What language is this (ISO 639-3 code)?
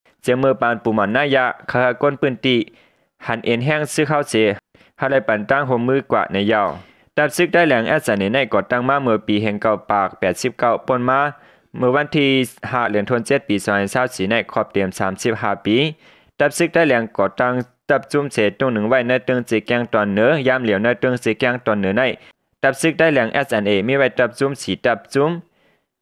shn